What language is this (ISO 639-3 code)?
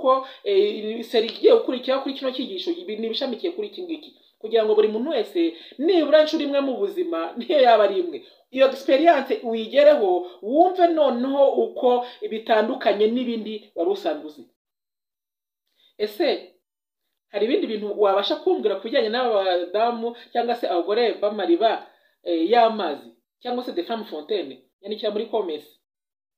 kin